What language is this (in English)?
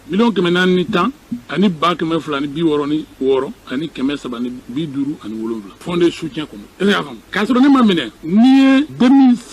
Bambara